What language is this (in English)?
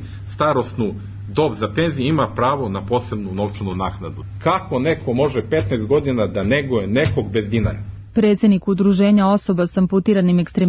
Serbian